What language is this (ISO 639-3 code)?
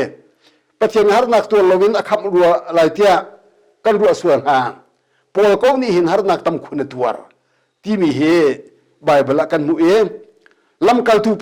cnh